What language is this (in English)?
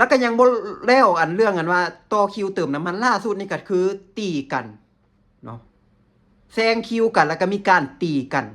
Lao